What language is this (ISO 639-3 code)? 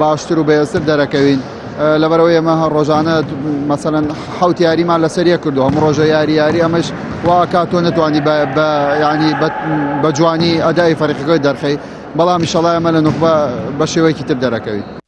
ckb